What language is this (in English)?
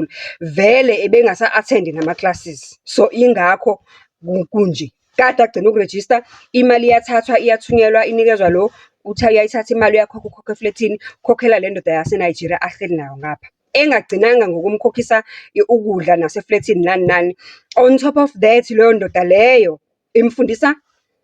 Zulu